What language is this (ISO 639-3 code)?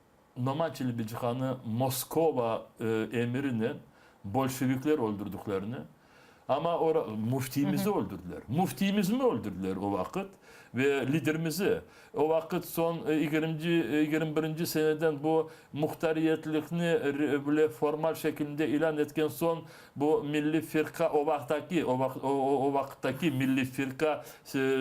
crh